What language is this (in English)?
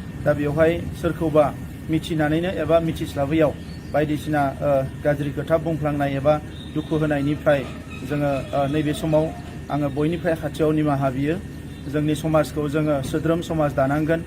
Bodo